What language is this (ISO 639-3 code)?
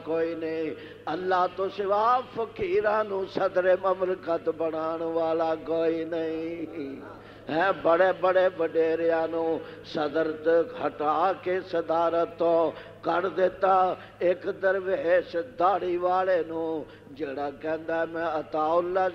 lah